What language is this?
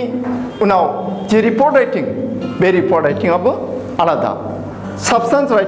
Bodo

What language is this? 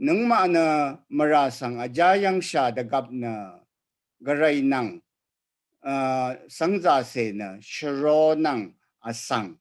Rawang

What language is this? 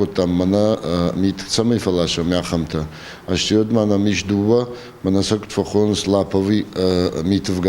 Ossetic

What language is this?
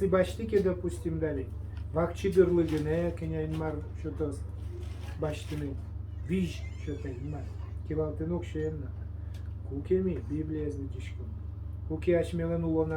Udmurt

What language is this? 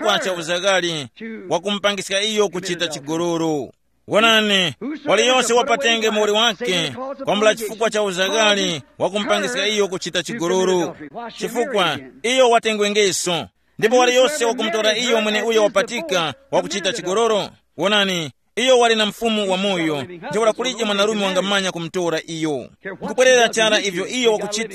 Tumbuka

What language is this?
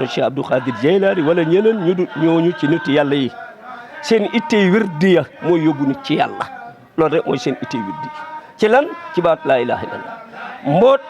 Wolof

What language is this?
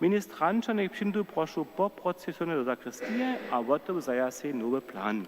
Upper Sorbian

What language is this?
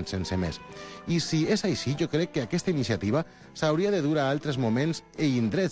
Catalan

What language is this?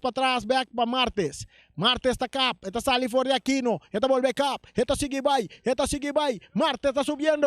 Papiamento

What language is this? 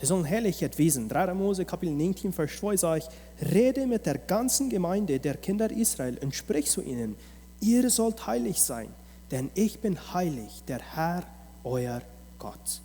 Plautdietsch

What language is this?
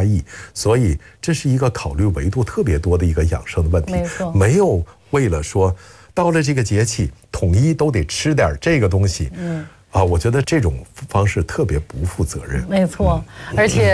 Chinese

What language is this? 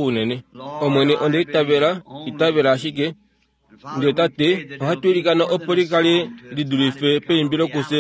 Kuanyama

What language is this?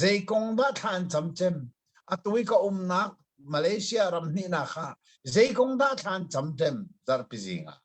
Hakha Chin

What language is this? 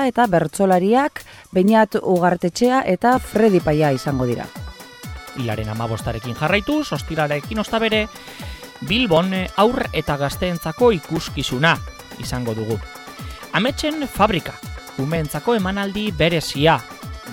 Basque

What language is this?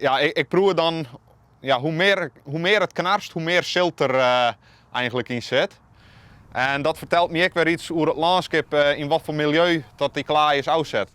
Western Frisian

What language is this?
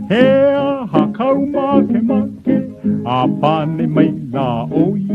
Hawaiian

